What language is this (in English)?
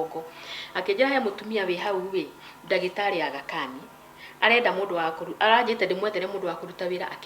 Kikuyu